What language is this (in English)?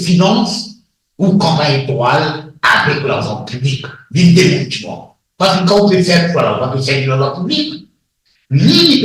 Morisyen